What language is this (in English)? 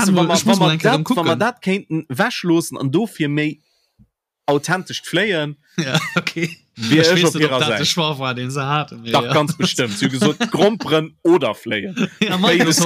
Luxembourgish